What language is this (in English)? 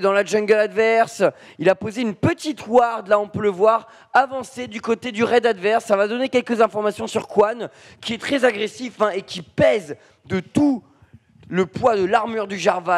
French